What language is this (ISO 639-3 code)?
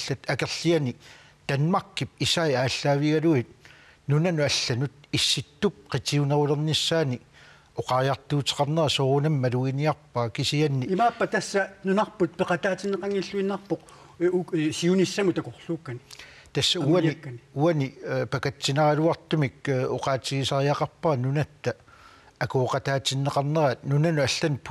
kal